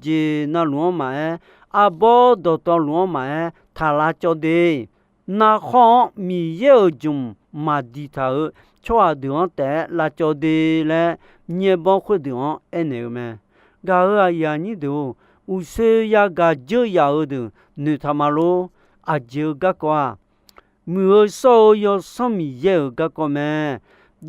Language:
Akha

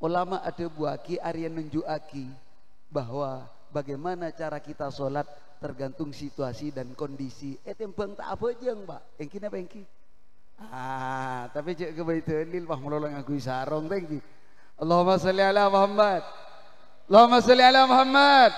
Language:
Madurese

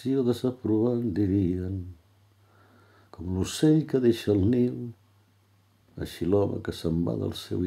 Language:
Catalan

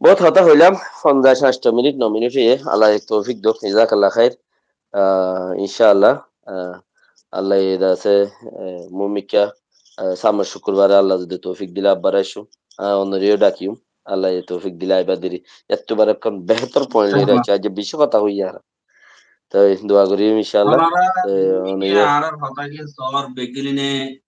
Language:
Rohingya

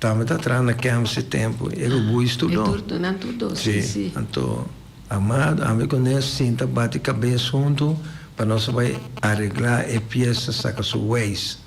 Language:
Papiamento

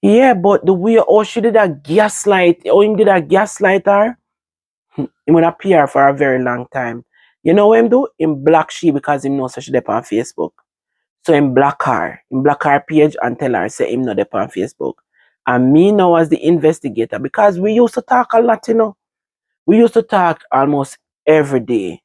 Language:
Jamaican Creole English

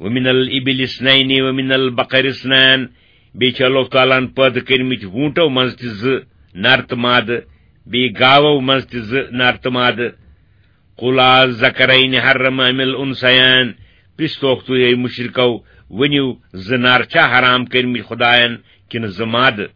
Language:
Kashmiri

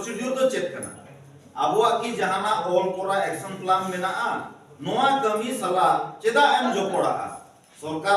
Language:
Santali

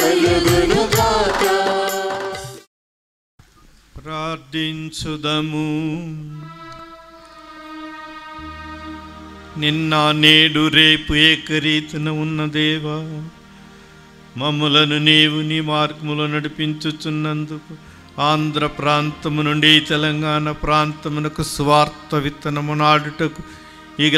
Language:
Telugu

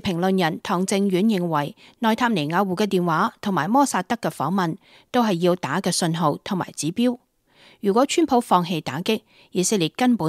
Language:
Cantonese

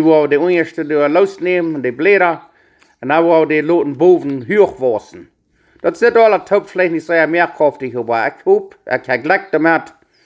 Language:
Plautdietsch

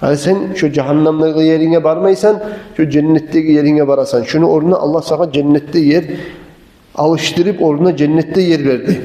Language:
Kumyk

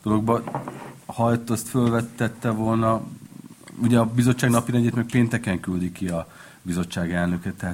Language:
Hungarian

